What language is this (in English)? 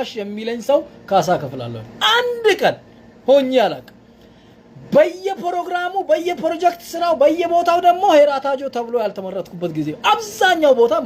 Amharic